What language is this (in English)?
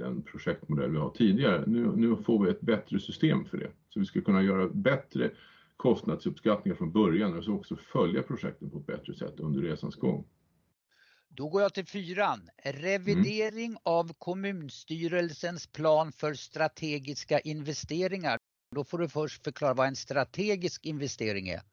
Swedish